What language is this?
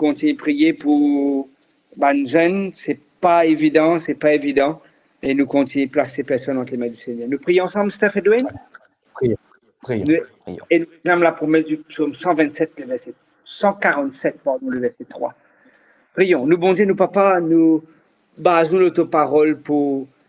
Morisyen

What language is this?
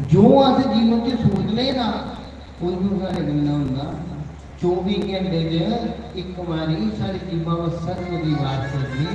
Dogri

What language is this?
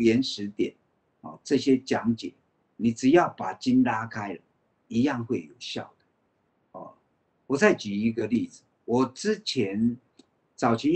Chinese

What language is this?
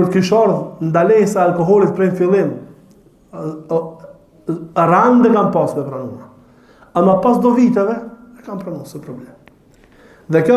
Albanian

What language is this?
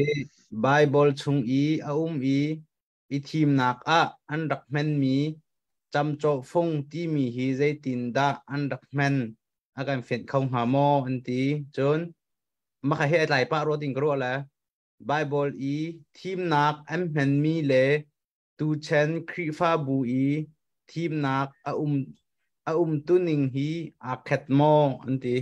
Hakha Chin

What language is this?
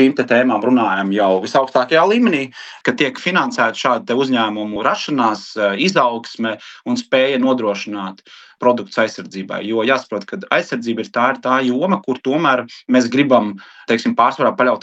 Latvian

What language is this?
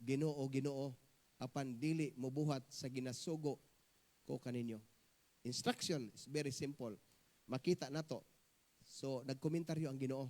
Cebuano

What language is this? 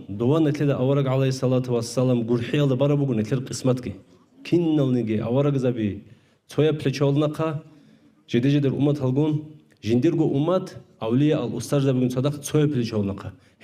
Avaric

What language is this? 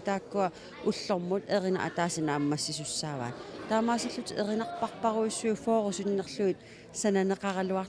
Kalaallisut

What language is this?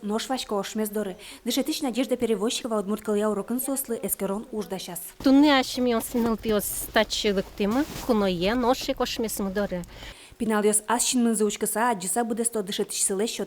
Udmurt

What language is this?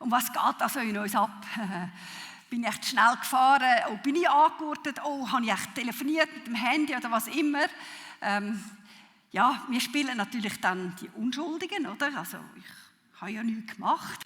Swiss German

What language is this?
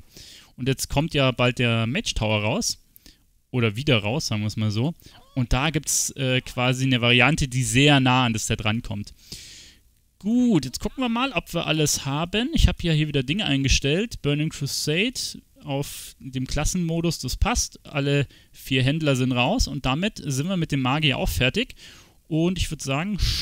German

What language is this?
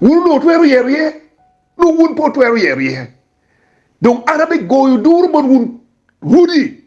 Acoli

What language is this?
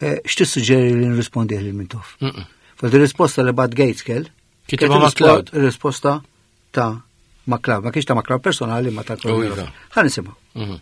Maltese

